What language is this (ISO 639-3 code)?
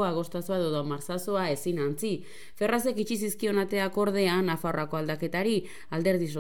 eus